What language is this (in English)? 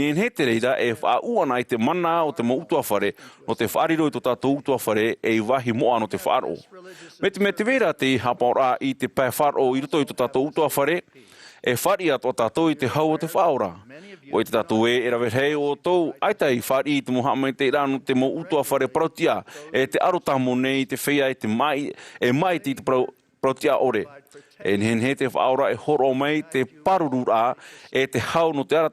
Tahitian